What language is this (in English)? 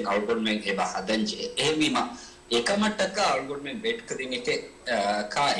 Divehi